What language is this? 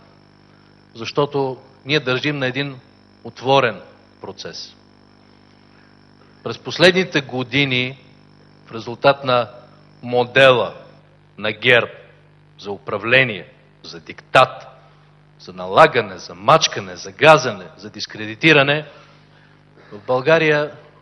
Bulgarian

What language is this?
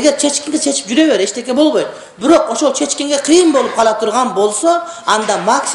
Kyrgyz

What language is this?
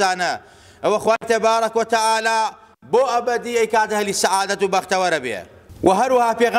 Central Kurdish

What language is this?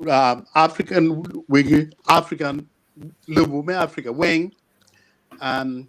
Acoli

